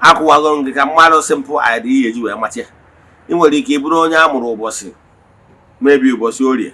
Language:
Igbo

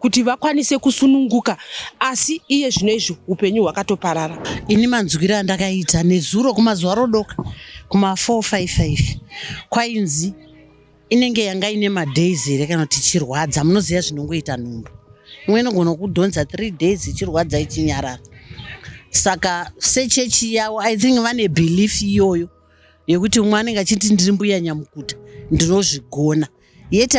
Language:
Shona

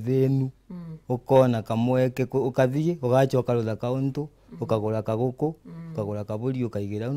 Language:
Meru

